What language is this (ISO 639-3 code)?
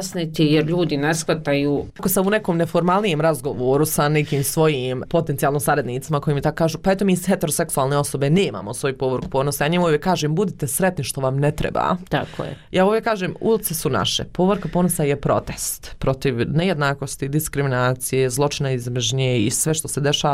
bos